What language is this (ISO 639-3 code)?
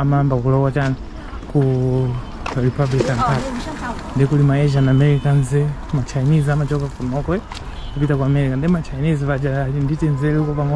nya